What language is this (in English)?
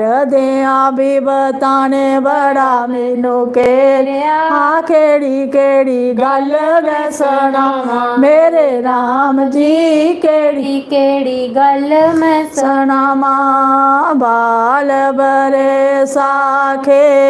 Dogri